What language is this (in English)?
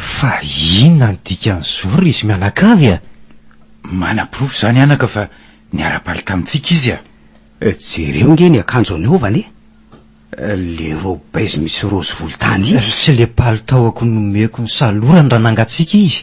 Malagasy